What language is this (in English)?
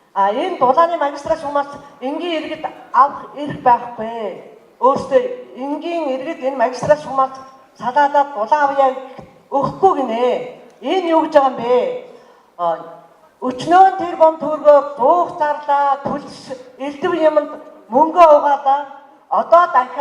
Mongolian